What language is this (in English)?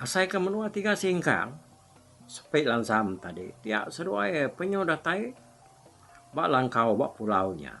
Iban